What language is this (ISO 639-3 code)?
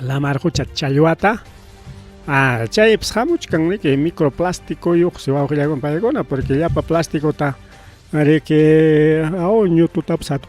quy